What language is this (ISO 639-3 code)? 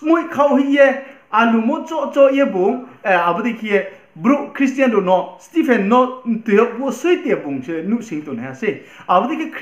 ria